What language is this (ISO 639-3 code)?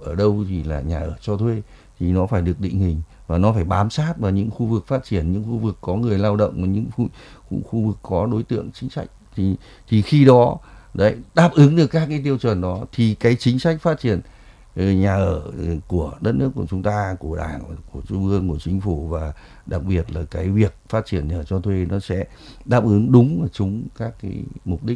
vie